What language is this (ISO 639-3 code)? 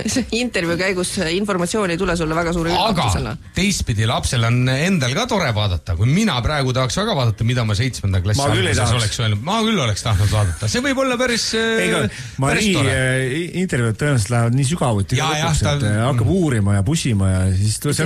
est